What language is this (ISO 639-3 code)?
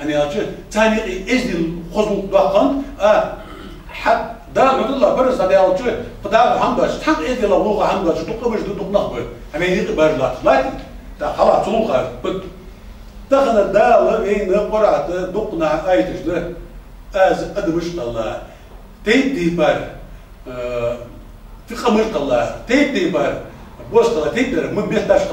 inh